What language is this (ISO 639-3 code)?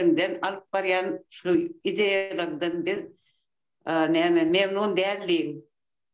tuk